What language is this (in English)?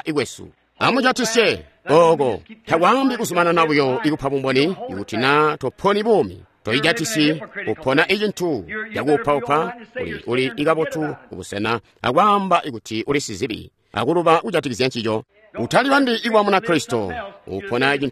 Tonga (Zambia)